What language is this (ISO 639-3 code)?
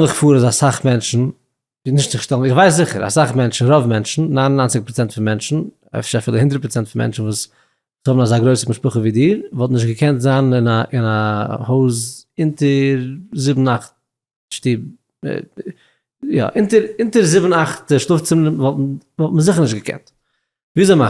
yid